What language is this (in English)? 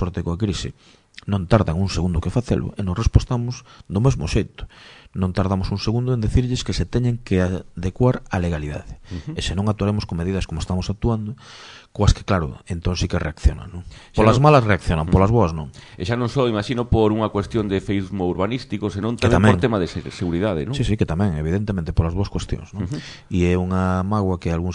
Galician